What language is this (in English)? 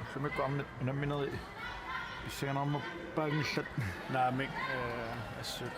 Kalaallisut